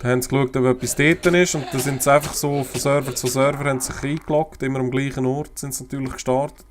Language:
Swiss German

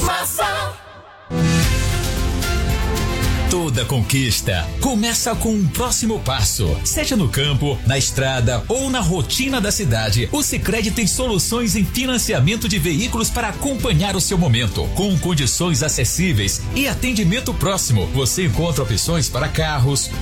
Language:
Portuguese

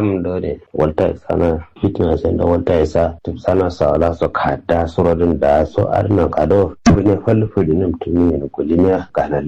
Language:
Kanuri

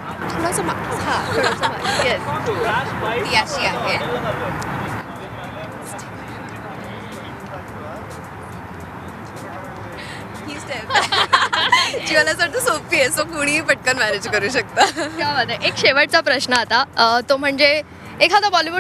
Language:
Marathi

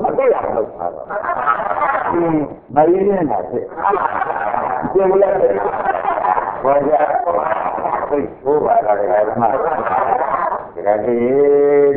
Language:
Burmese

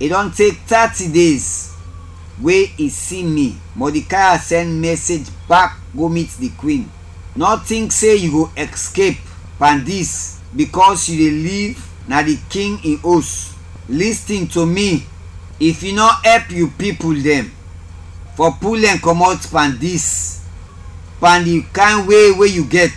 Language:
Krio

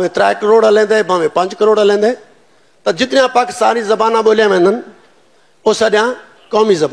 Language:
Saraiki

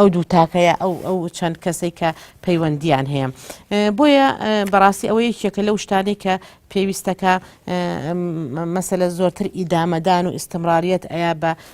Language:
Central Kurdish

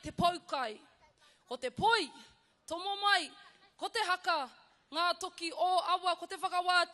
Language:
Māori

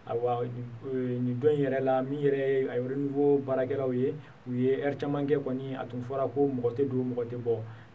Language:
Bambara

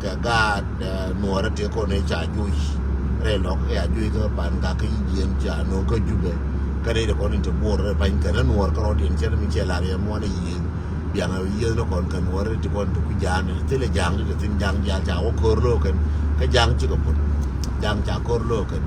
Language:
Nuer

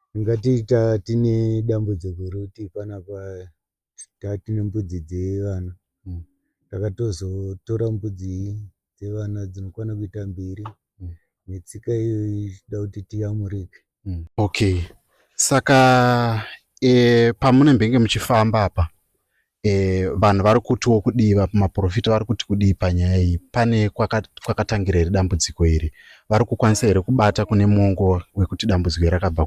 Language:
Shona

